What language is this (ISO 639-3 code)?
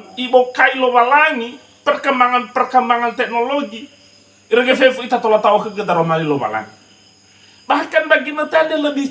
nia